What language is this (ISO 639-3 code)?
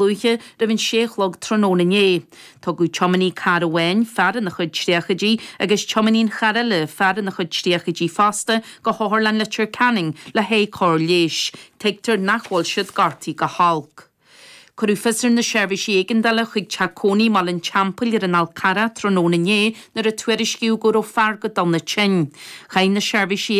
gle